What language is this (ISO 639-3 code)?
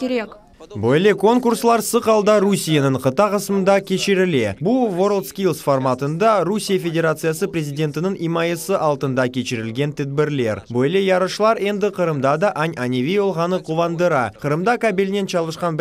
crh